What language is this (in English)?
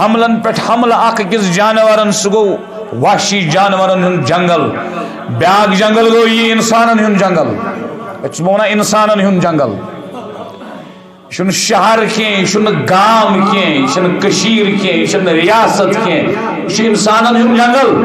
Kashmiri